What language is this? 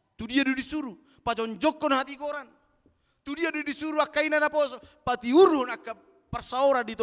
Batak Toba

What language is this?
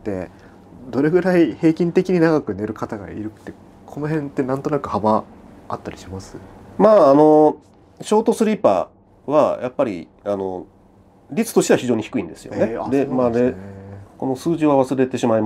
Japanese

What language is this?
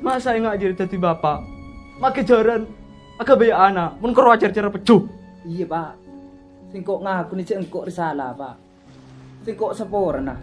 Madurese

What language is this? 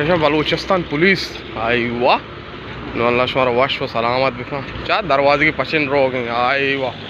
Baluchi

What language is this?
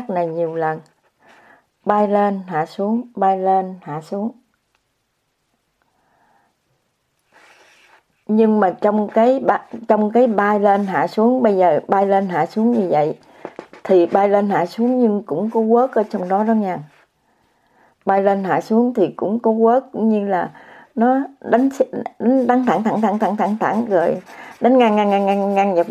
Vietnamese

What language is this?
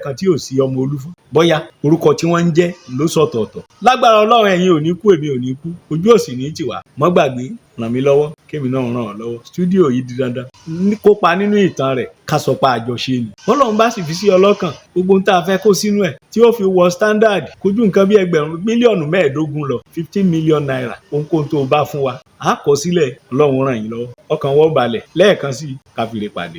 Yoruba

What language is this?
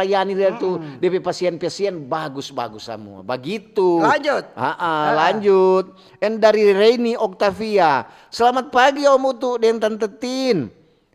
Manado Malay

